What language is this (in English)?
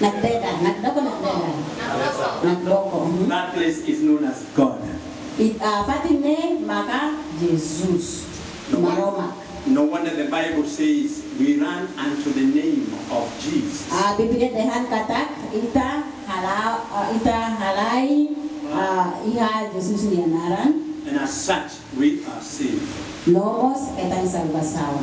Tetum